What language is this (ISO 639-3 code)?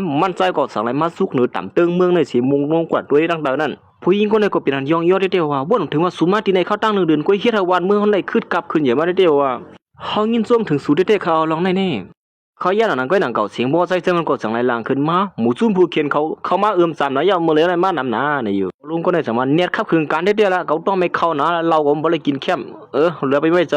shn